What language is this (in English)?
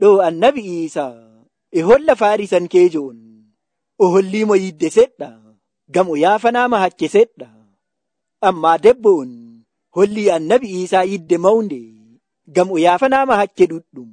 Nigerian Fulfulde